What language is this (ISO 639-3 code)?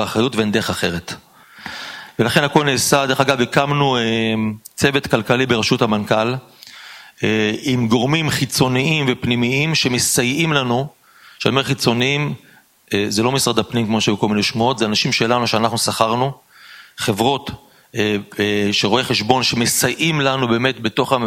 heb